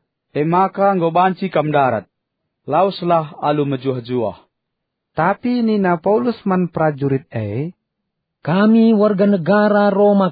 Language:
Batak Karo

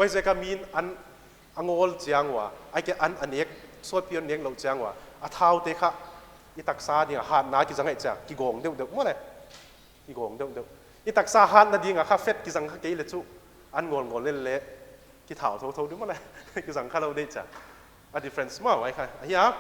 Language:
Paite Chin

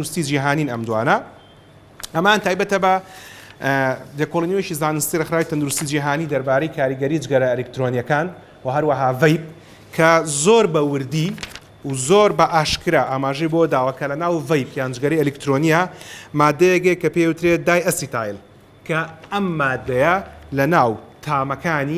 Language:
Central Kurdish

